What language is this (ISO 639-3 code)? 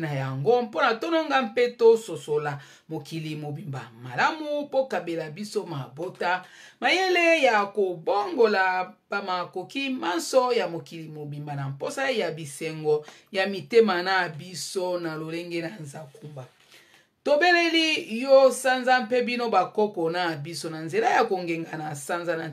lin